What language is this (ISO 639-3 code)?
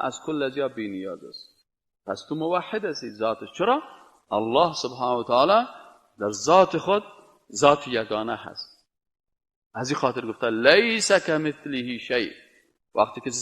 fas